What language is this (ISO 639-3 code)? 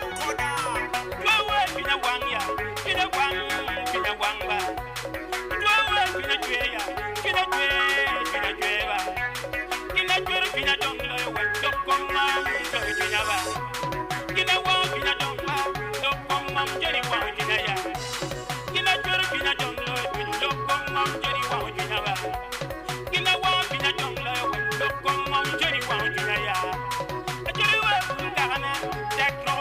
ach